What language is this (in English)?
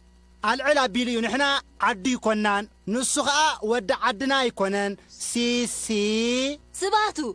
Tigrinya